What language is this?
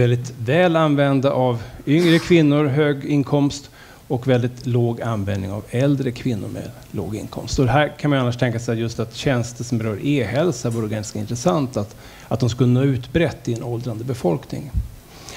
Swedish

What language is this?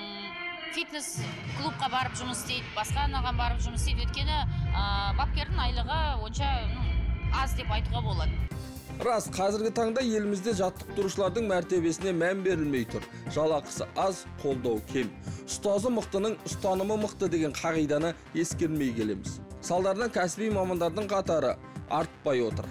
Kazakh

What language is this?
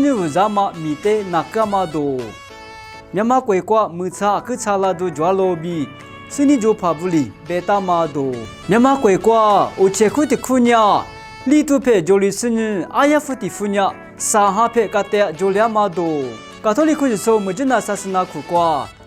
Lisu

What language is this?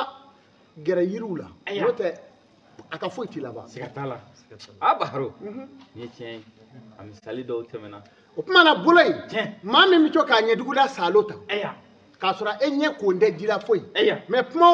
Bambara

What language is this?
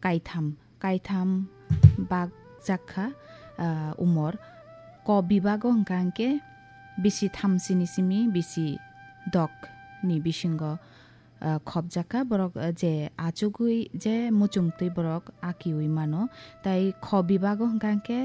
Kok Borok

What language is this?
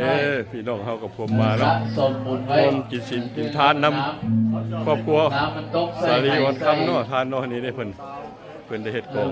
Lao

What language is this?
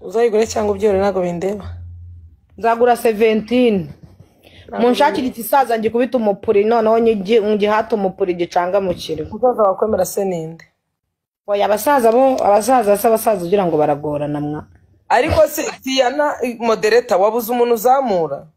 Kinyarwanda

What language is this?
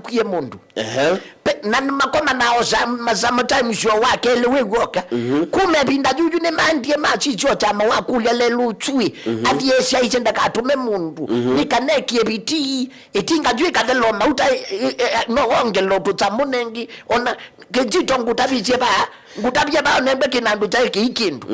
Kamba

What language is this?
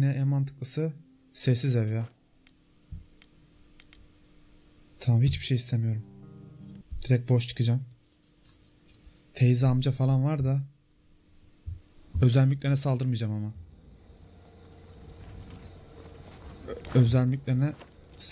Turkish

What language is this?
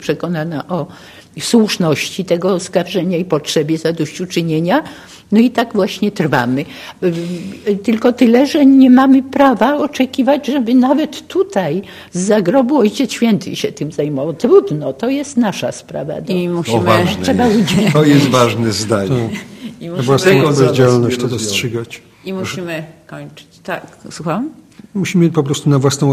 Polish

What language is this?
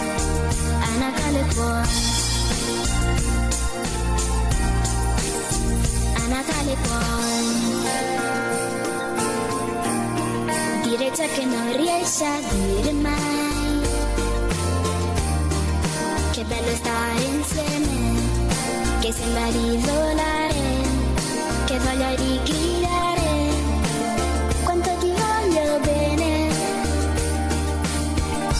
Italian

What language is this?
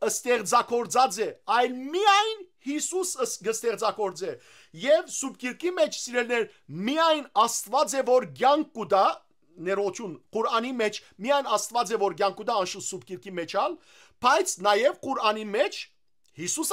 Western Armenian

